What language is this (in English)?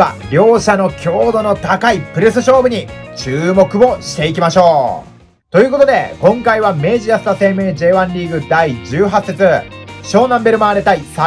Japanese